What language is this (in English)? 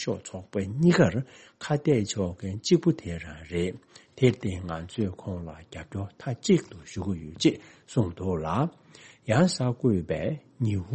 Tibetan